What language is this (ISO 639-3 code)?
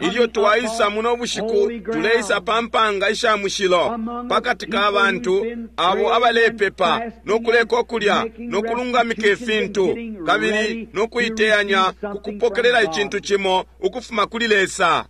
bem